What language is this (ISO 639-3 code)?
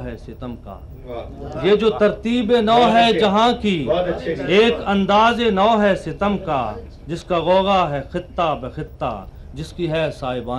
urd